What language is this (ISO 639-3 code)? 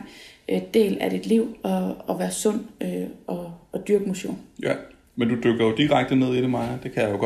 dan